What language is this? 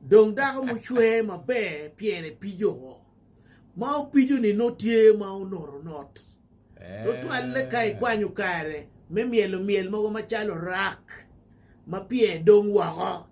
Acoli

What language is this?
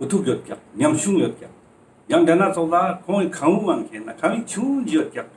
Ladakhi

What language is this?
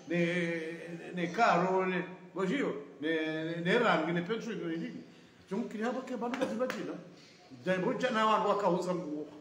Swahili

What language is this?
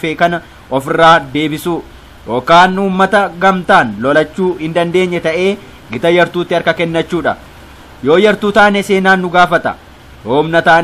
Oromo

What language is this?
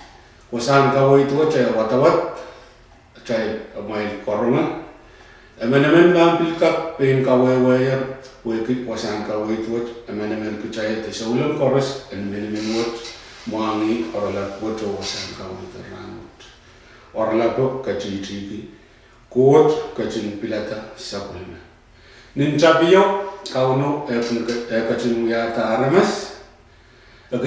Pohnpeian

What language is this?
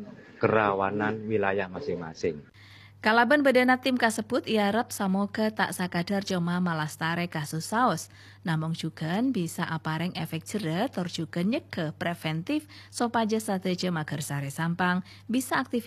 Madurese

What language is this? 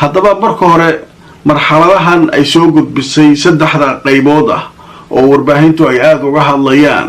Somali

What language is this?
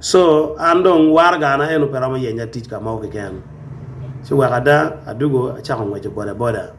Acoli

